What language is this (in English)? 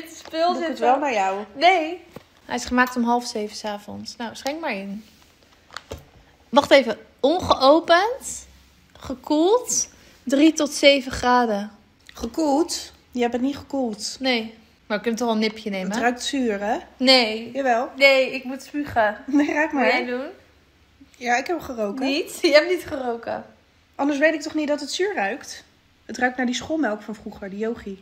Dutch